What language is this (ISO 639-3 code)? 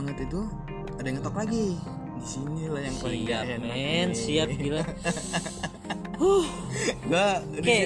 ind